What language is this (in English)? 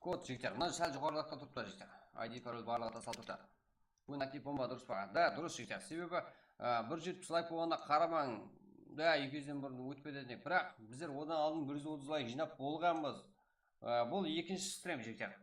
Kara-Kalpak